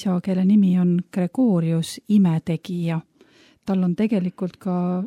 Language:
Estonian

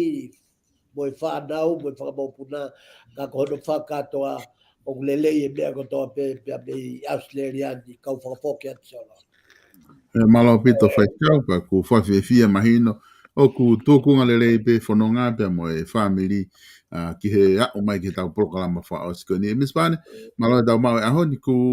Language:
Tongan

